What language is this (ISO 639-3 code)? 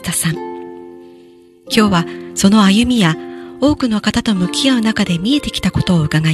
jpn